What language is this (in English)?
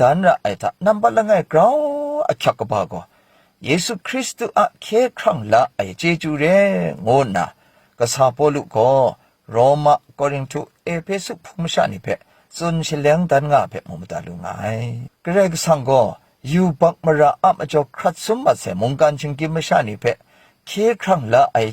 Kachin